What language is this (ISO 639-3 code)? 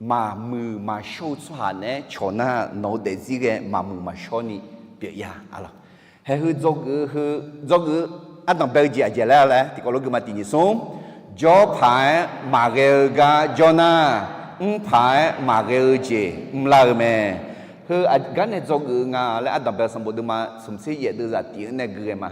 ahk